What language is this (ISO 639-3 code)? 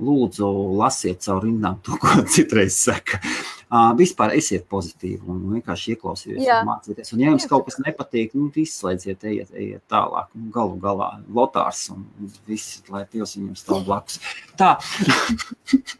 lav